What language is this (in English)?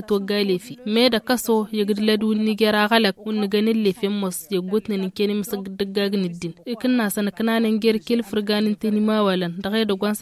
Tamasheq